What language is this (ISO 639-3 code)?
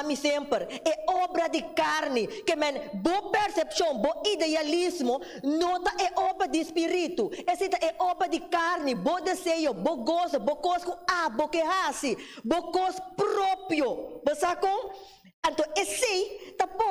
pap